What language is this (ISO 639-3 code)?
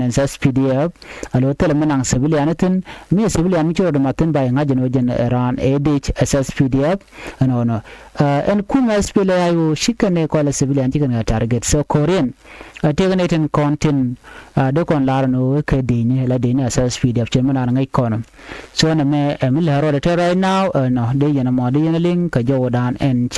nus